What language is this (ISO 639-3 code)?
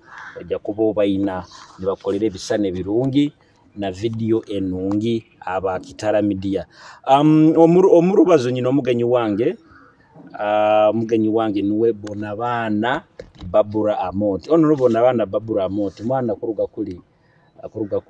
nyo